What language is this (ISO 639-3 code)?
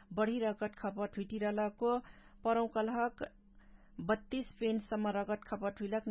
thl